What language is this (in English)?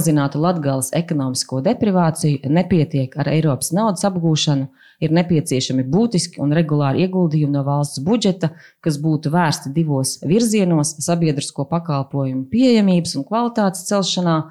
Latvian